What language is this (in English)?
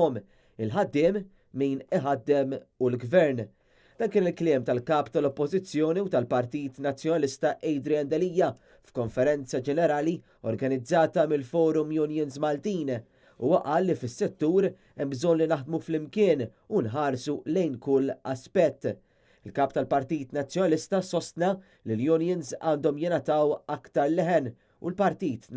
Maltese